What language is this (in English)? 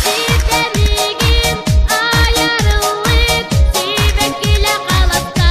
Yakut